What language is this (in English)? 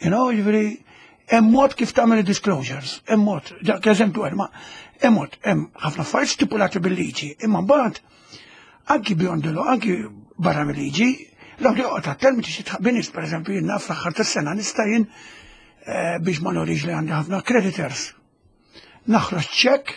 Maltese